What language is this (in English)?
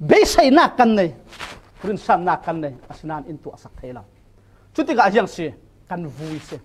Falam Chin